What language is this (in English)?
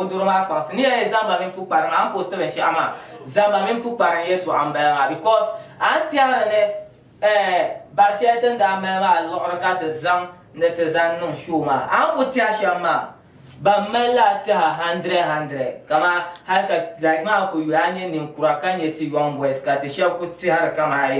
Dagbani